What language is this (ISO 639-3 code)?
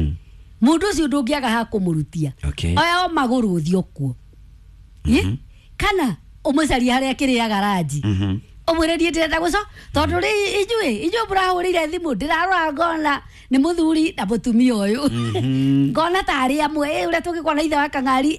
kik